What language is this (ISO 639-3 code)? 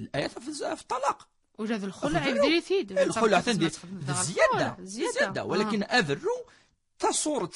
kab